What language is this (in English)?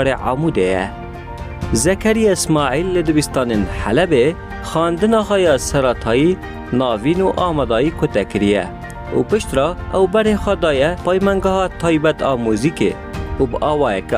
Kurdish